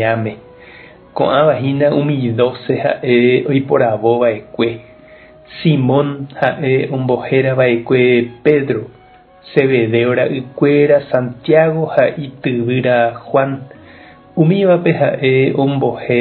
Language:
Guarani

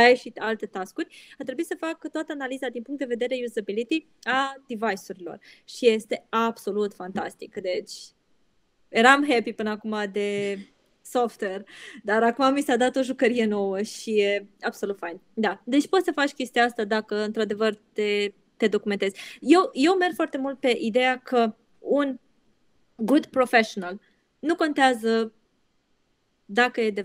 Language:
Romanian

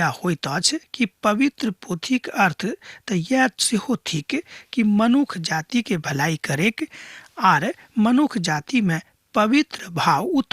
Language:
Maithili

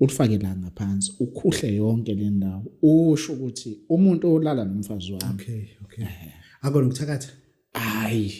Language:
Zulu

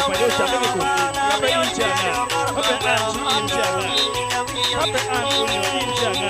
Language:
Acoli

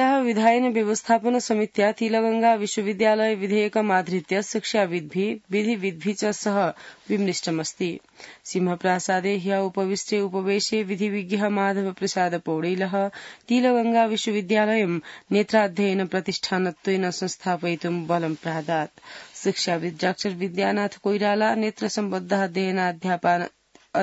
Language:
Sanskrit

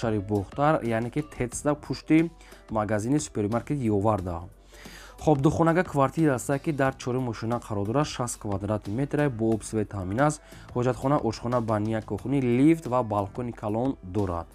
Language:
Tajik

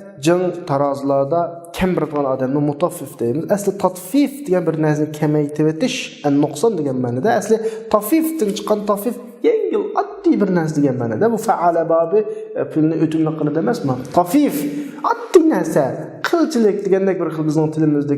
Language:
Uyghur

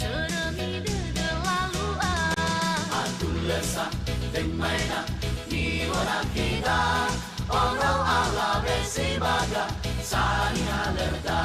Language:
Nias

